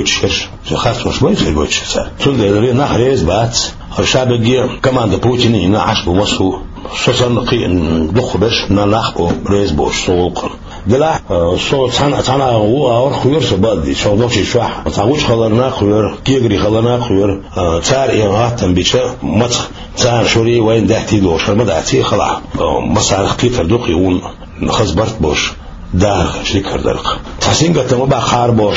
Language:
Chechen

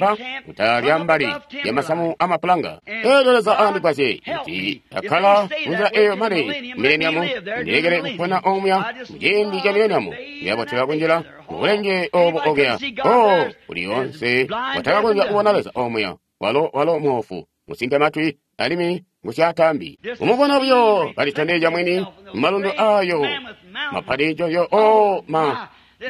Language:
Tonga (Zambia)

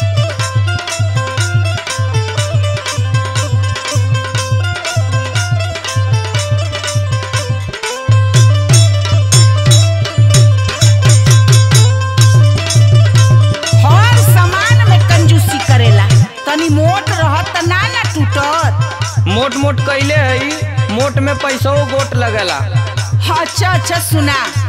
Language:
Bhojpuri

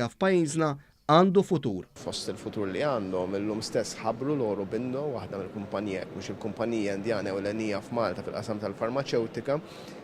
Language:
Maltese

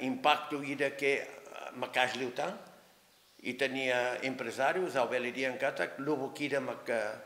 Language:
Tetum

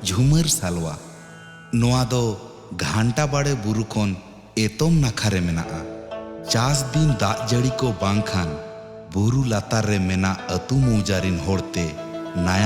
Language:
Santali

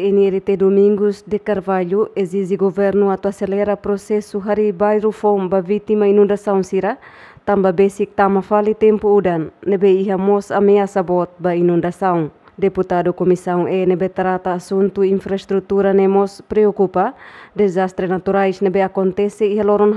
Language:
Tetum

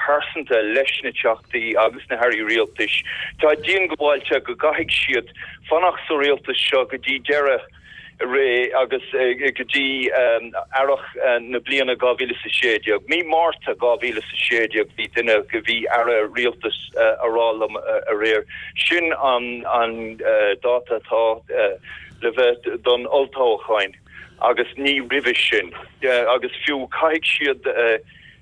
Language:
Irish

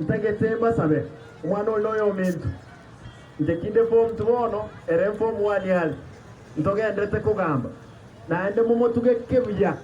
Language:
Gusii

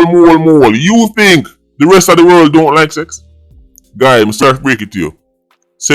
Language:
Jamaican Creole English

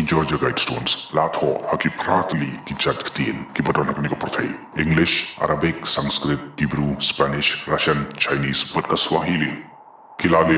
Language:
Khasi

